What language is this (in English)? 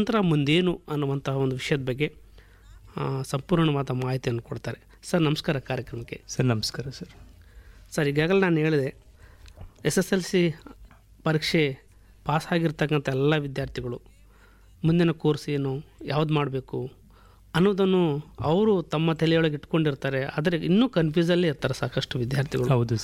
Kannada